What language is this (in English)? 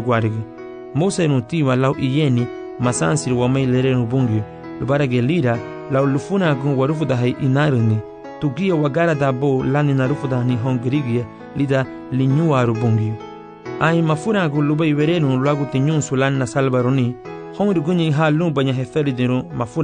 Garifuna